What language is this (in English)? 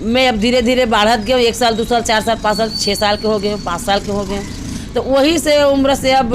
Chhattisgarhi